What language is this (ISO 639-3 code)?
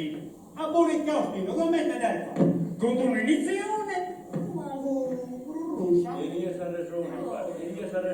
srd